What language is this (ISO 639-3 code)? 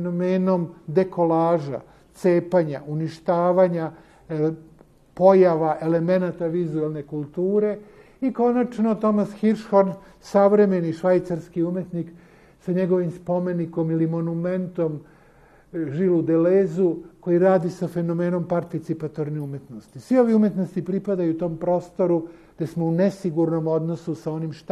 srp